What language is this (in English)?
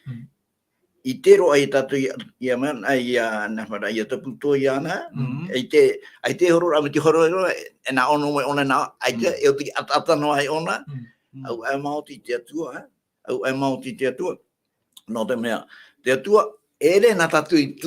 Tahitian